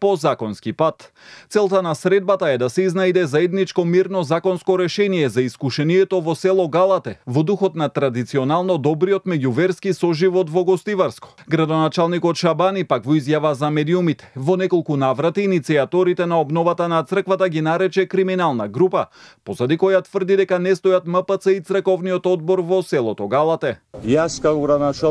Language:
Macedonian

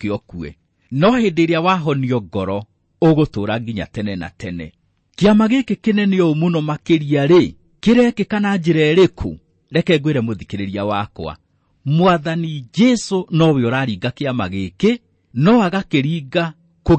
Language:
Kikuyu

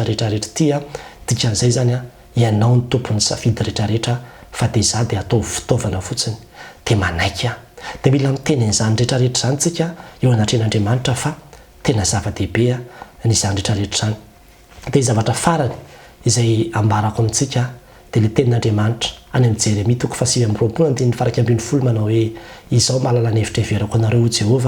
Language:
Malagasy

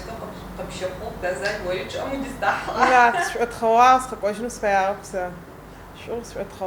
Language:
Adyghe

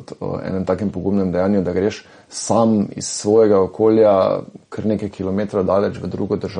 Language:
Slovenian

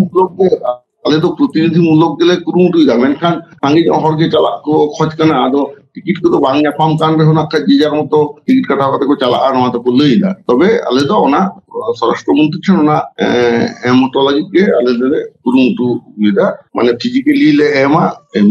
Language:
Santali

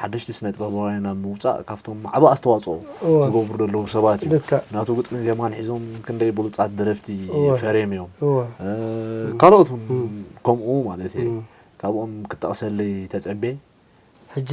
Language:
Tigrinya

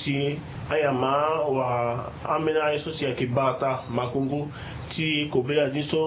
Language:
Sango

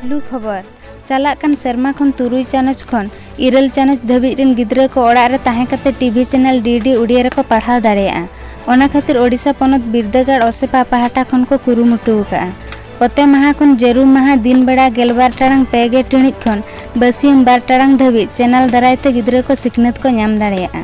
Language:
Santali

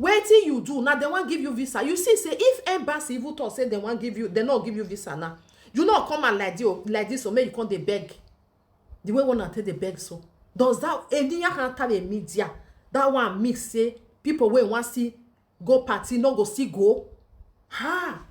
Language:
Nigerian Pidgin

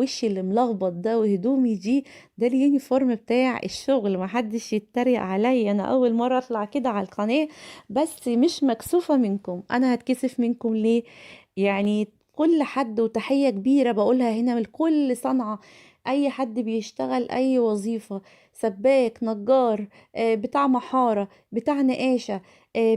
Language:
Egyptian Arabic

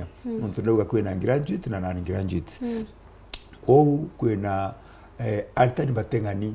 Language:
Meru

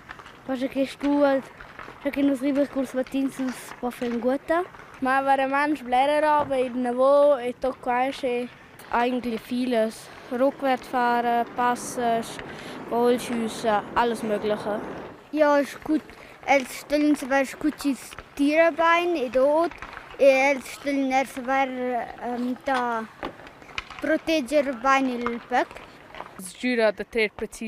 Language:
Romansh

